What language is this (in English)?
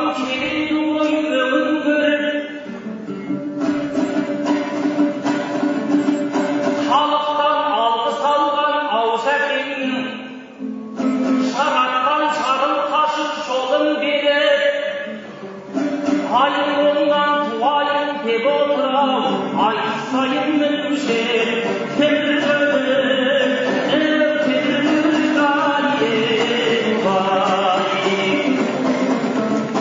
Kazakh